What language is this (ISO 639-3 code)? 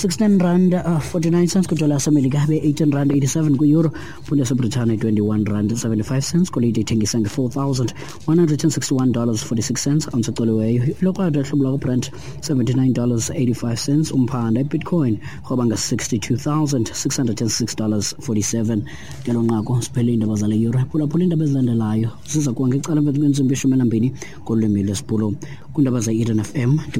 xho